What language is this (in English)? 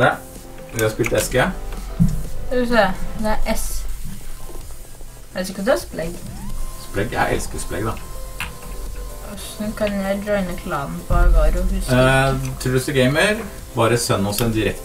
Norwegian